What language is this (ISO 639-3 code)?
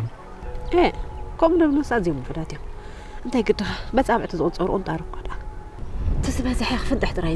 tir